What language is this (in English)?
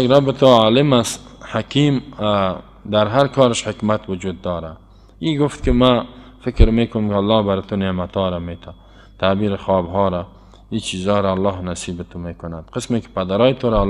Persian